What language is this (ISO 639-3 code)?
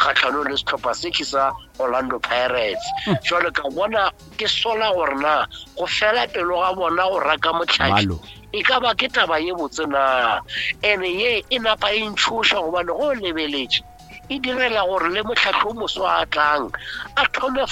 nso